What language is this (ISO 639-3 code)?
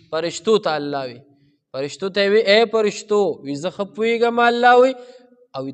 pus